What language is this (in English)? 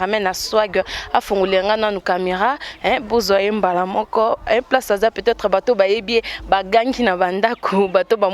Lingala